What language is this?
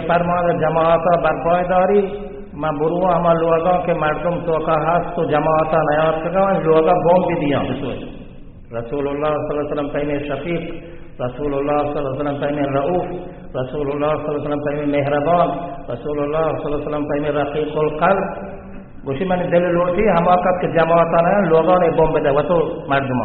Baluchi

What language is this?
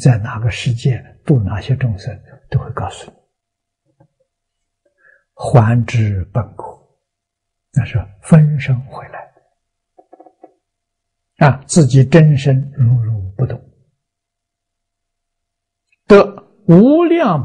Chinese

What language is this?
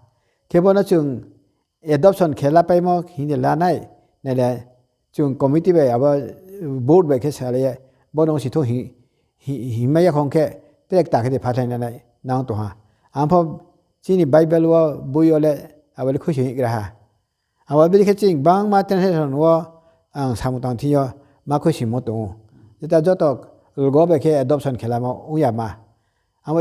Riang (India)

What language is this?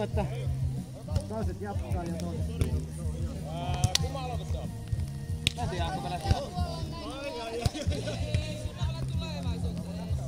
Finnish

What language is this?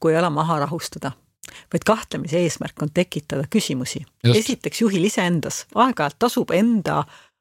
Estonian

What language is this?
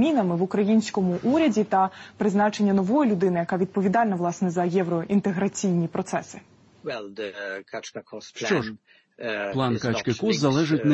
Ukrainian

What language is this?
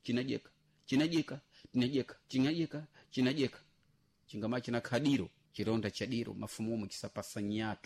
Sena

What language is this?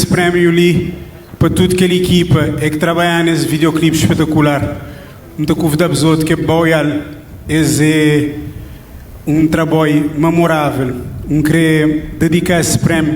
Kabuverdianu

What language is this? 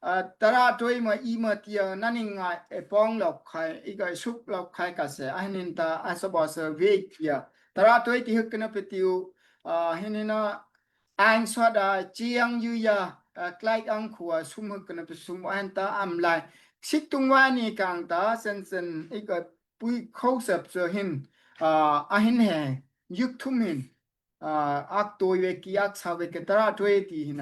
Daai Chin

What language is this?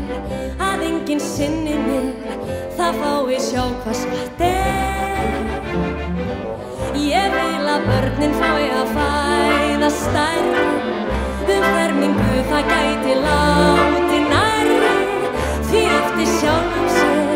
Icelandic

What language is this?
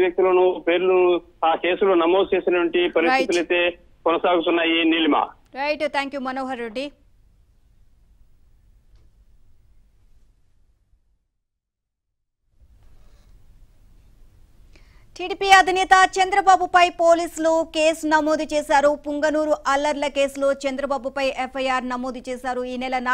Telugu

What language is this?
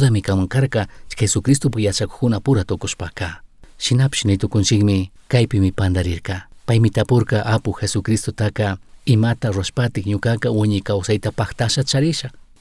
Chimborazo Highland Quichua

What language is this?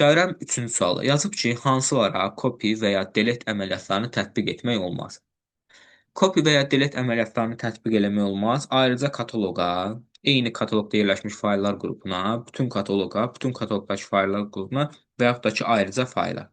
Azerbaijani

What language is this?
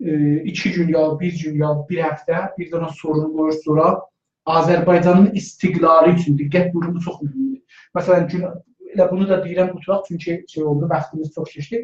South Azerbaijani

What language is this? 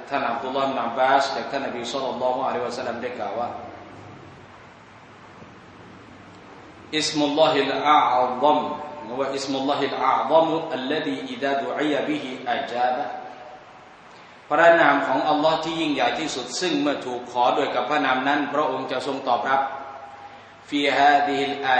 Thai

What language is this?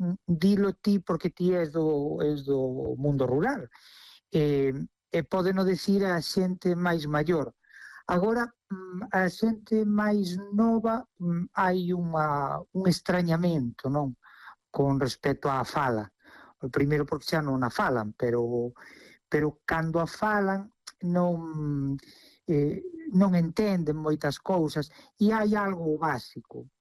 Galician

